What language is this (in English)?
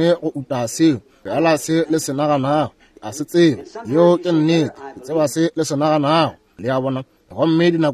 Northern Sotho